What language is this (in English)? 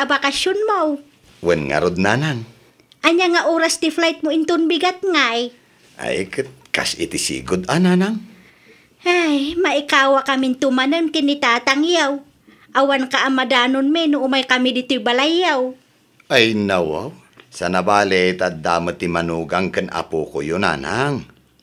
Iloko